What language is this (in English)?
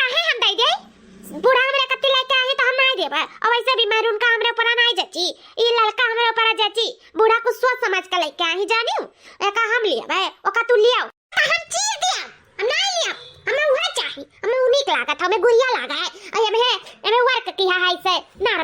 Awadhi